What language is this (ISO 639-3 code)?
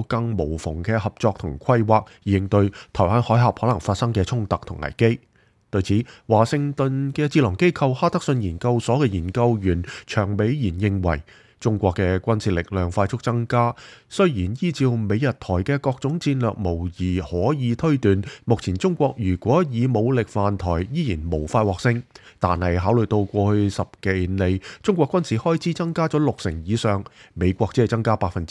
yue